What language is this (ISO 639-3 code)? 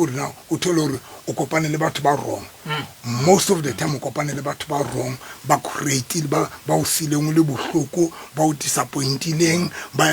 sot